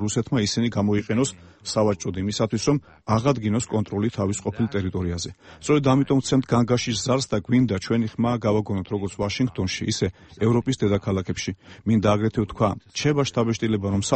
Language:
Georgian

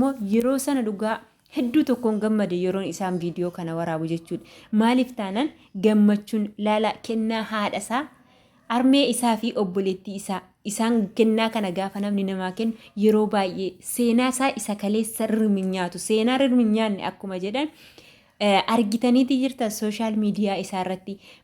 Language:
Oromo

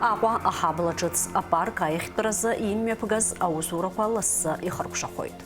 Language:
Abkhazian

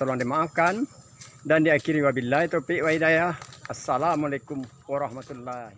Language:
Minangkabau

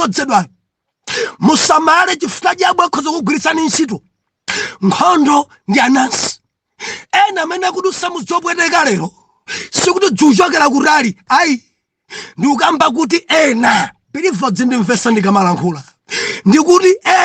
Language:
Nyanja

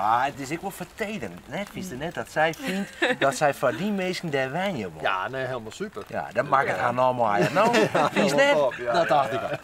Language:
Western Frisian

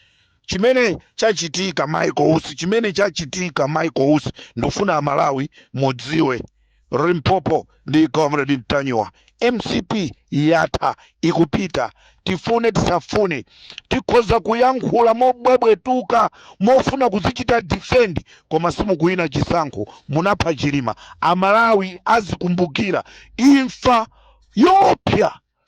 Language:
Nyanja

